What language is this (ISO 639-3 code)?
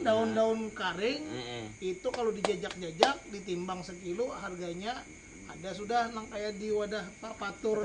bjn